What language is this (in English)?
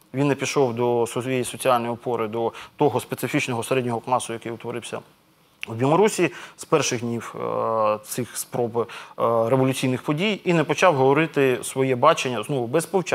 Ukrainian